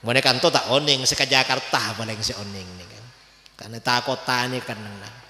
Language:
Madurese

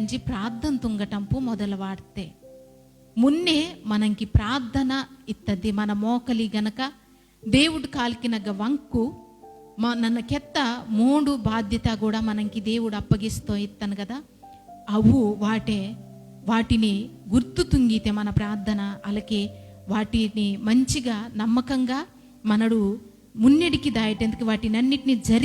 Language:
Koya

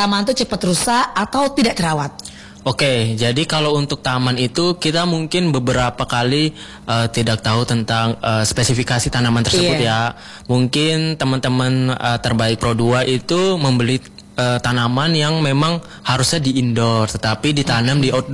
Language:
Indonesian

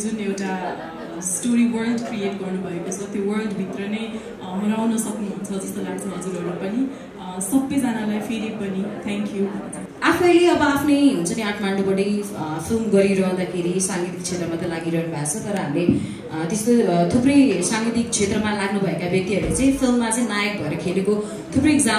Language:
Nepali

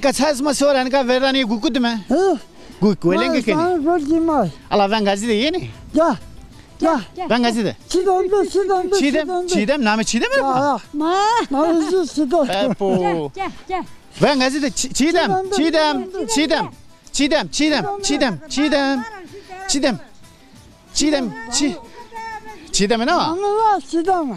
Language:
Zaza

